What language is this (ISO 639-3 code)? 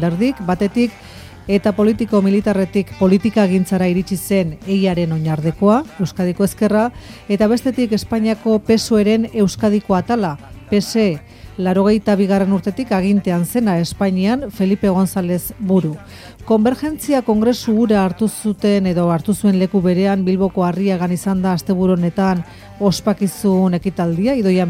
eus